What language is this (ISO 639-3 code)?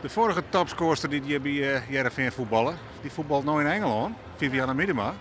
fry